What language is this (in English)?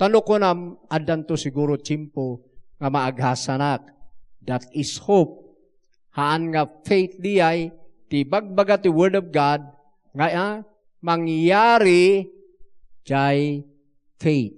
Iloko